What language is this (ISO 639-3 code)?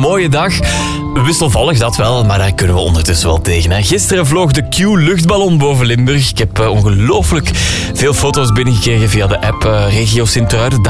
nld